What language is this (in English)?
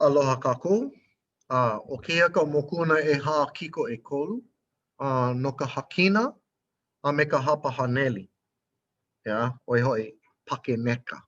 Hawaiian